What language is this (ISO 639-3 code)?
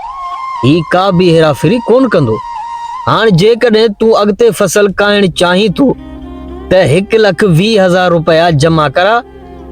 snd